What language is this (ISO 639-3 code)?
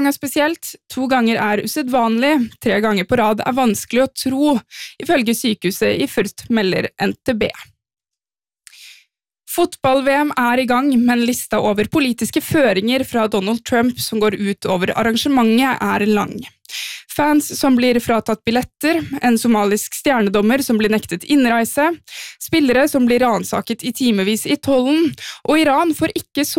nor